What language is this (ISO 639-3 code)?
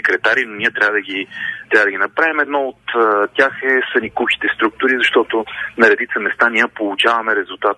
bul